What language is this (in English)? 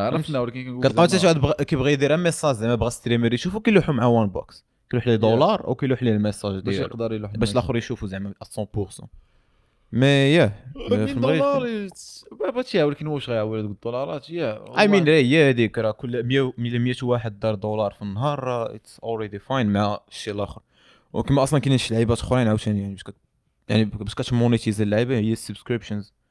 Moroccan Arabic